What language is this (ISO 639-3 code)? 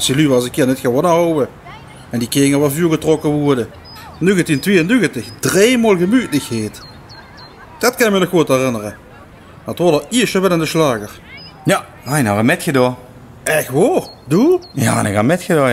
lim